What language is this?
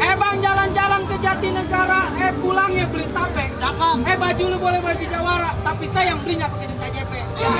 Betawi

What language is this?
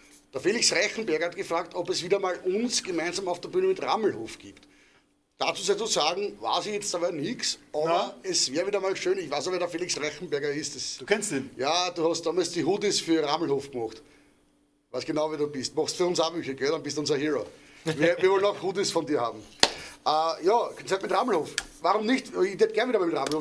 Bavarian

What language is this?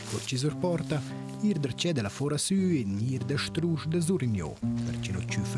Romansh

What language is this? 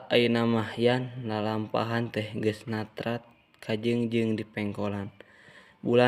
Sundanese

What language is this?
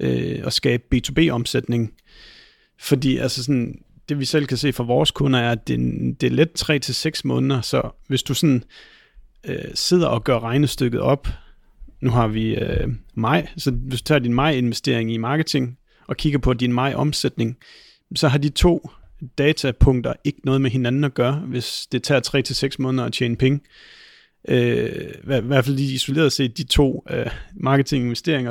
Danish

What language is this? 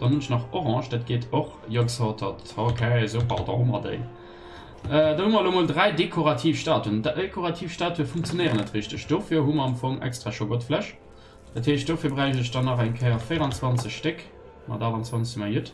Luxembourgish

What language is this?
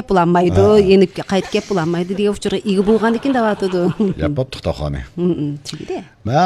Uyghur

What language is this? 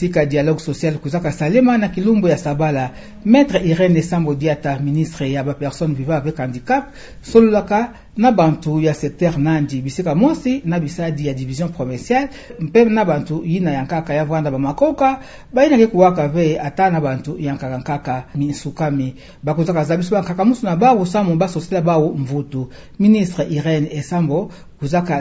Kituba (Democratic Republic of Congo)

